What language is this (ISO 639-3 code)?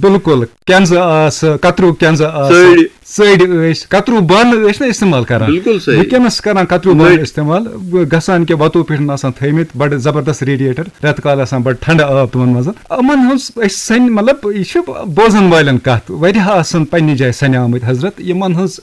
kas